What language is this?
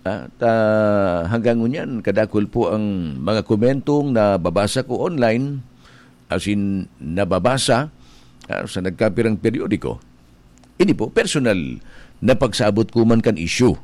Bikol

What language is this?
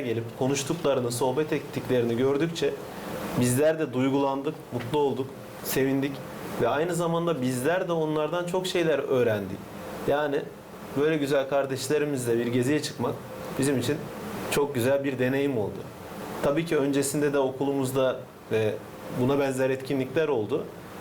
Gagauz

